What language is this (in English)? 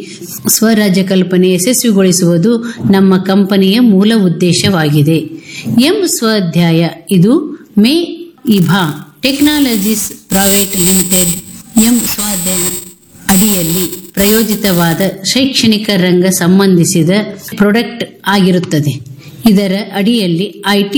Kannada